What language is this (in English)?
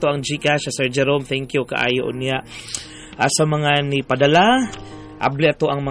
Cebuano